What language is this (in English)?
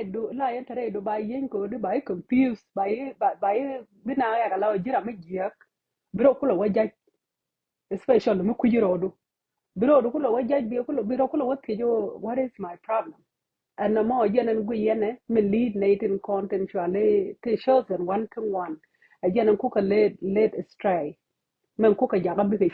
Nuer